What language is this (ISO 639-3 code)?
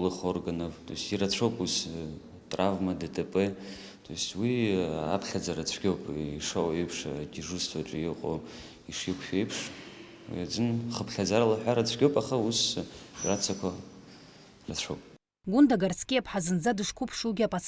abk